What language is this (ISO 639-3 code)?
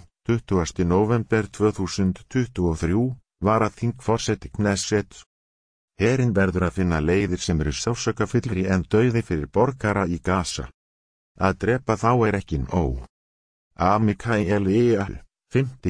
isl